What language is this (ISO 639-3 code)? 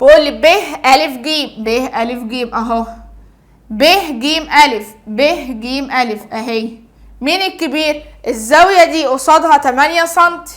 arz